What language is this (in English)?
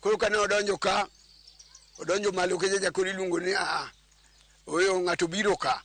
Luo (Kenya and Tanzania)